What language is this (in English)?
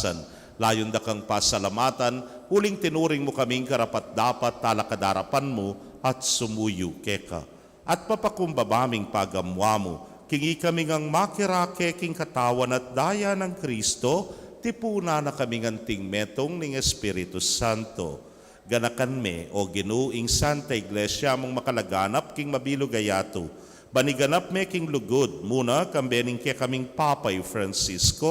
Pampanga